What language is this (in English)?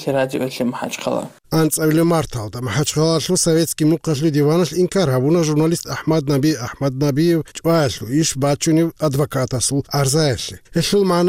Avaric